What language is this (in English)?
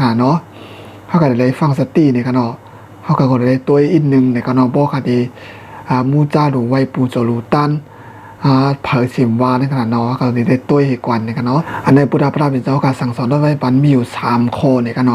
Shan